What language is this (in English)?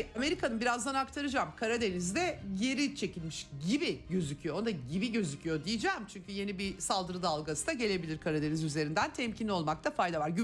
Turkish